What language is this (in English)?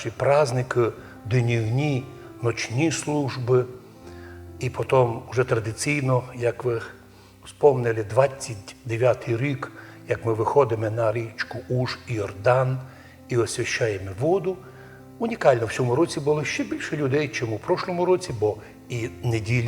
Rusyn